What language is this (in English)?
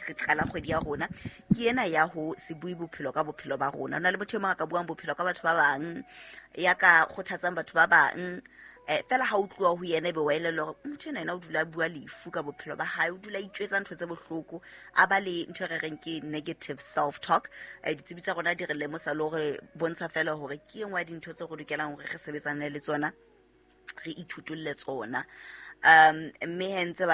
Southern Sotho